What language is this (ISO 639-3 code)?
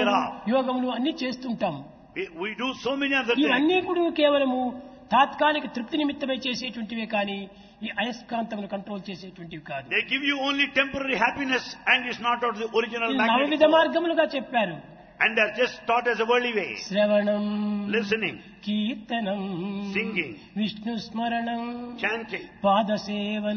tel